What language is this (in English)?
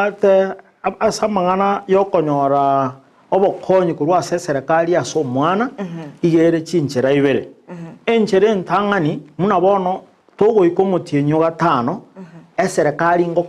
Gusii